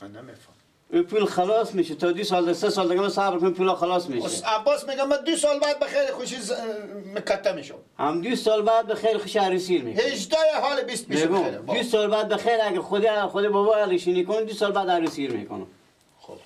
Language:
Persian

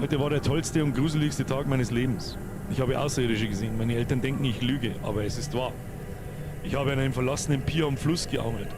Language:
Bavarian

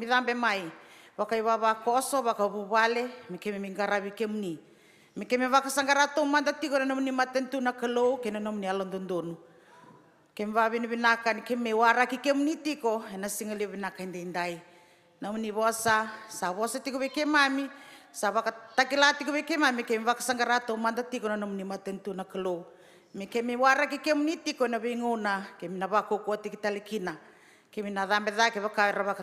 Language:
Fijian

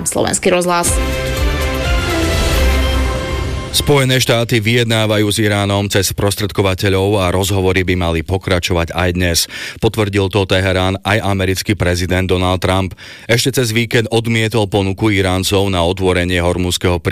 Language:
Slovak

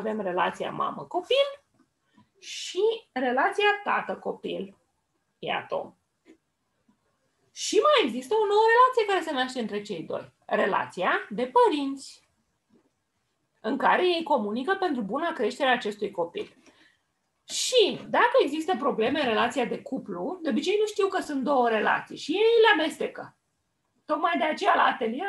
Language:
Romanian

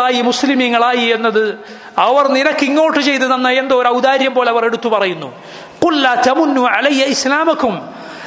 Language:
Malayalam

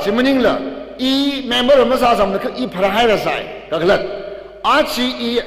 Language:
Tangkhul Naga (India)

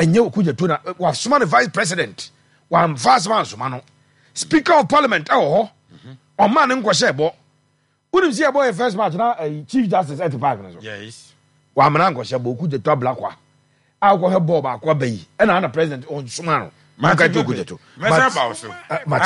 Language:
Akan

